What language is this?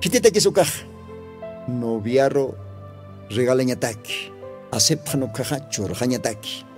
Aymara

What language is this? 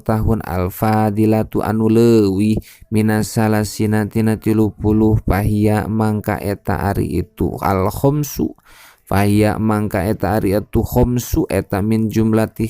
Sundanese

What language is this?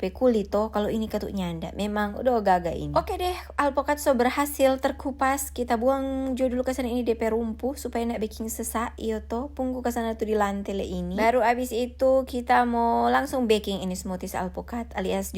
Manado Malay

